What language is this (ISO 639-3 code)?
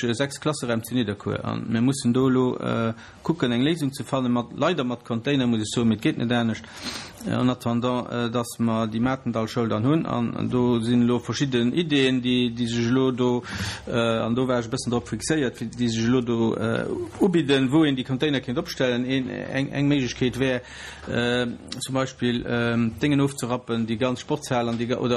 ltz